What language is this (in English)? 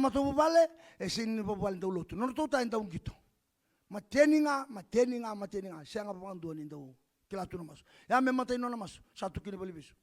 Fijian